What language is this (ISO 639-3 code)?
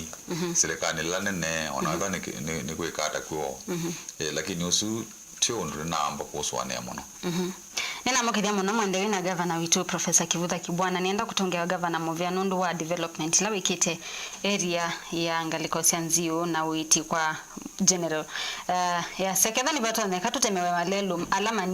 kam